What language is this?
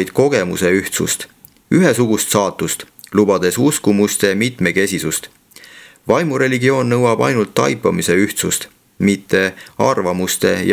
Estonian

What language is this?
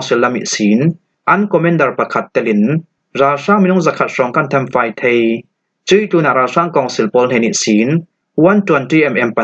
Falam Chin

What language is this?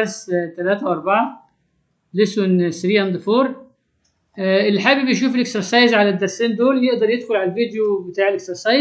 Egyptian Arabic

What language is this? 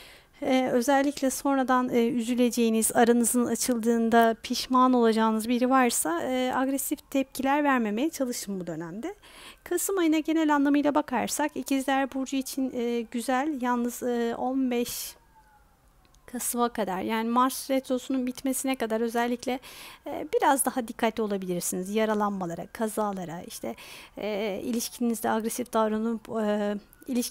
Turkish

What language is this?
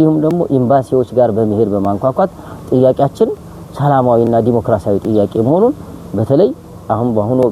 Amharic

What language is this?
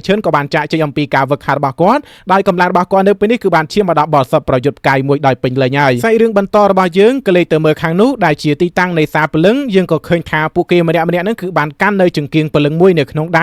Khmer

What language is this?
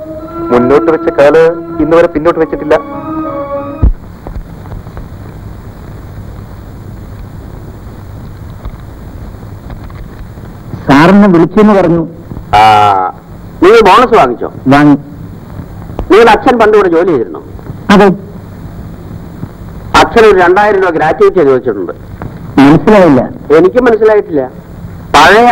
Malayalam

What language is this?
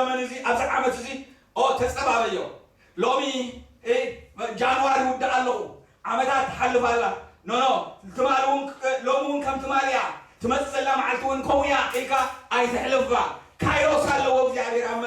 Tigrinya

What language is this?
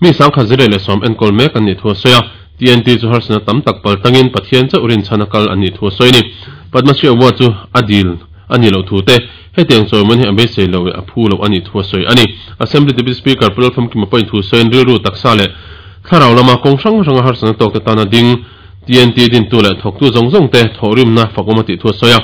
Mizo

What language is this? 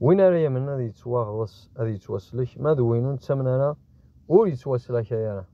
Kabyle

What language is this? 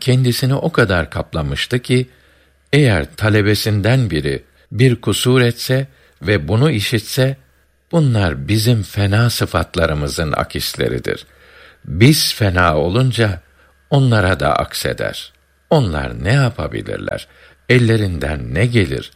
Turkish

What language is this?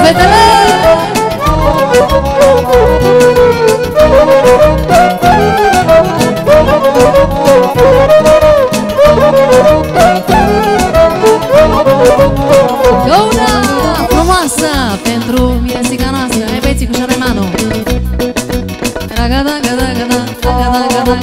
Romanian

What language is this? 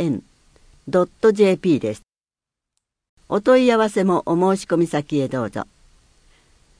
Japanese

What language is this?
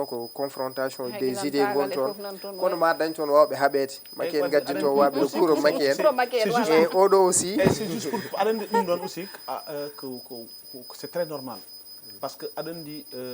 Fula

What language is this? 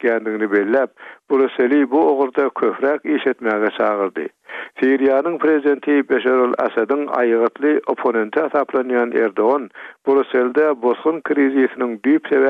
Turkmen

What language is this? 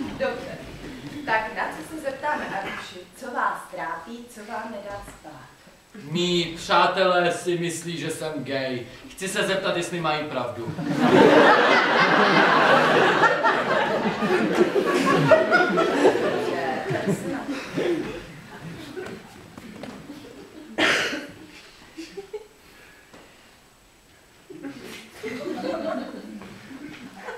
Czech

